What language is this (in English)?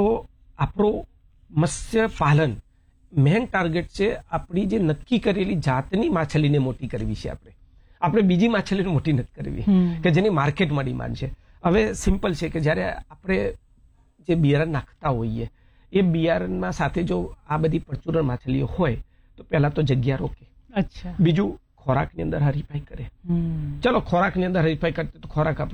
Gujarati